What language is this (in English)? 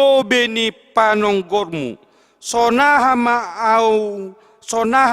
Batak Simalungun